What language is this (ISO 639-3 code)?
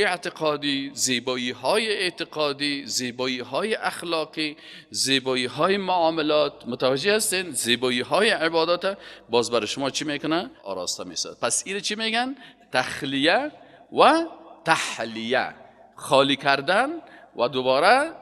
fas